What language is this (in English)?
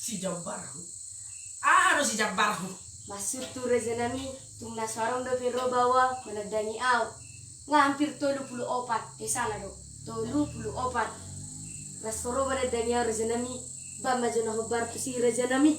Batak Toba